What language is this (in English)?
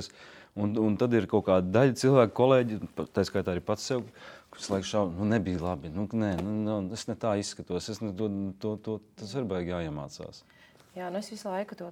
Latvian